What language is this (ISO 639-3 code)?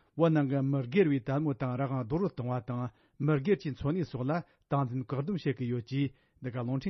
bod